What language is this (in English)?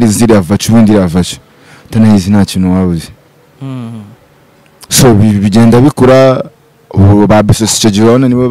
Kinyarwanda